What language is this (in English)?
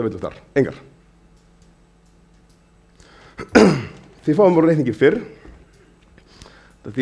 Icelandic